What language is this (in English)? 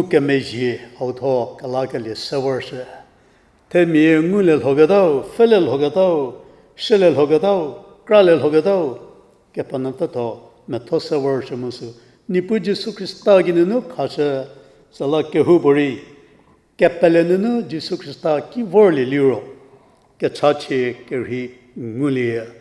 Angami Naga